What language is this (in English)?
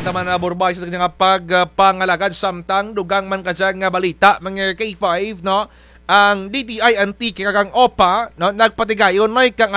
Kinaray-a